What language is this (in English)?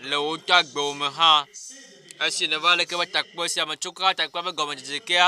Ewe